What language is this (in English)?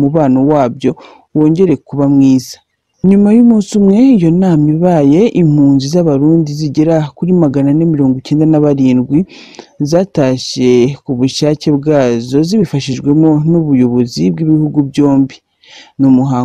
Kinyarwanda